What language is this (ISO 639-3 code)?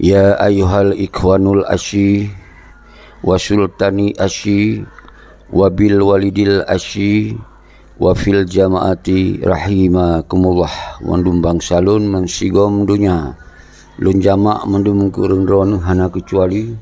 ace